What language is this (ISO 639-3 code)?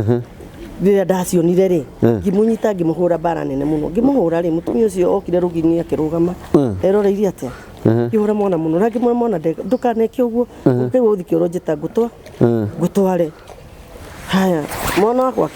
kik